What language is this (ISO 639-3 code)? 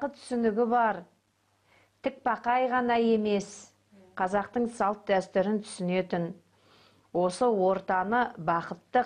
kaz